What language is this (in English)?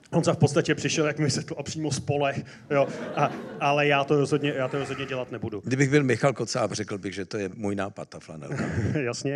Czech